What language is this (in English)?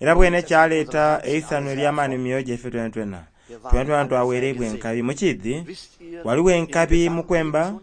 Soga